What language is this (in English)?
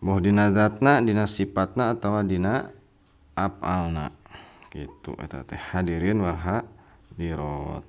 Sundanese